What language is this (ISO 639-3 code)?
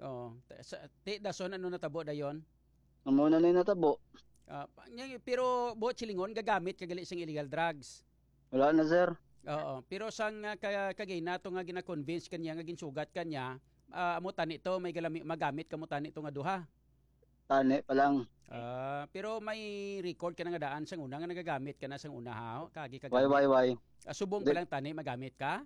hil